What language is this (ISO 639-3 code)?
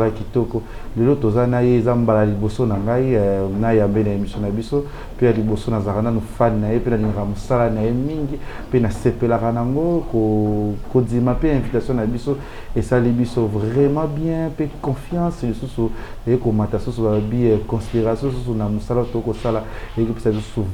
lin